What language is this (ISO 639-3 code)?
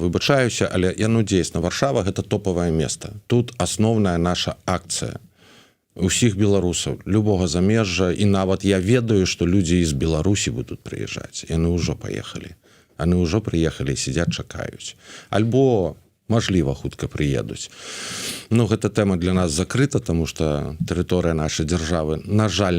bel